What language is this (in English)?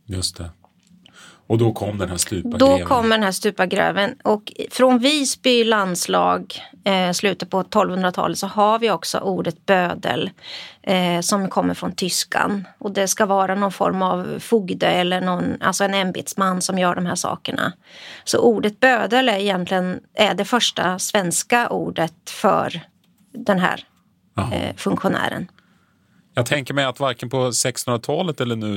Swedish